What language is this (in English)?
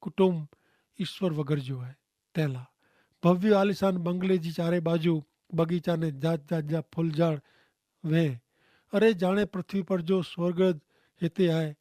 Kachhi